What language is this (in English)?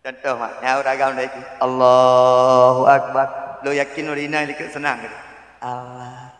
Achinese